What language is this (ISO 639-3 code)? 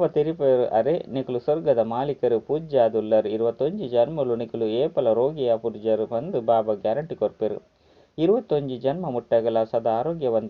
tcy